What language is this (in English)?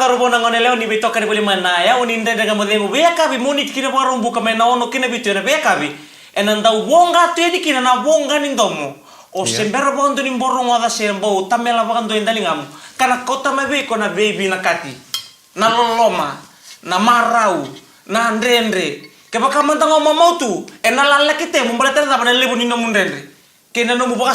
Fijian